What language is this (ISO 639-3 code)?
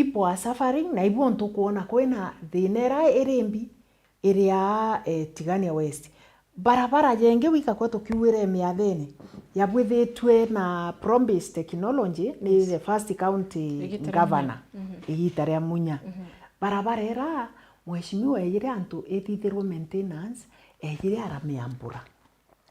mer